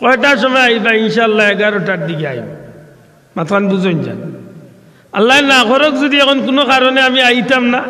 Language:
Sylheti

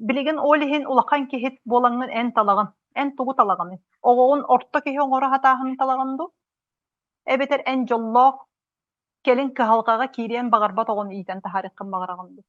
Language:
Yakut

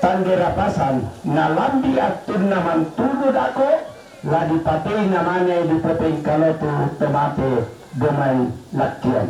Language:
Toraja-Sa'dan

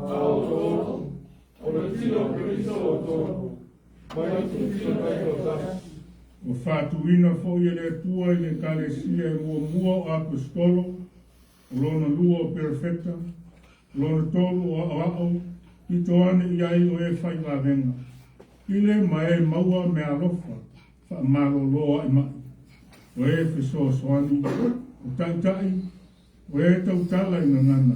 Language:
Samoan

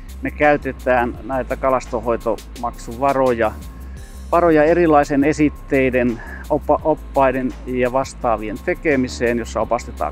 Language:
Finnish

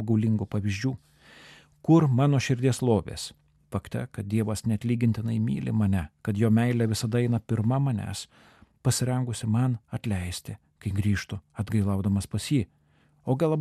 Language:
Lithuanian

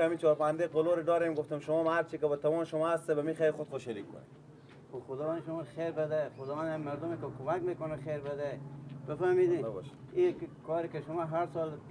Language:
Persian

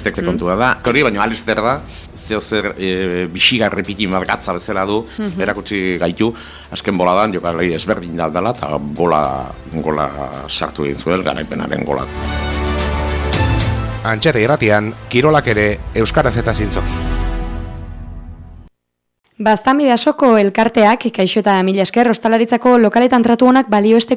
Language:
Basque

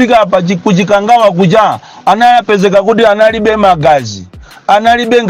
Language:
Nyanja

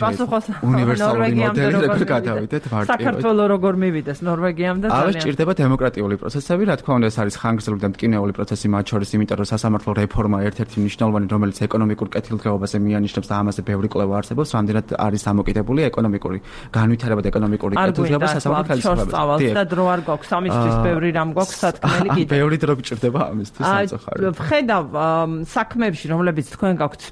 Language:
Georgian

